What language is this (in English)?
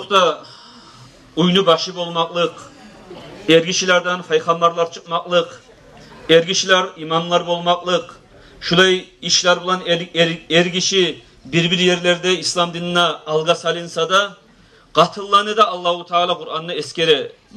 Kumyk